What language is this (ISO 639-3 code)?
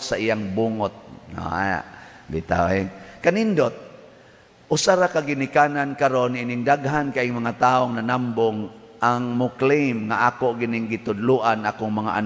ceb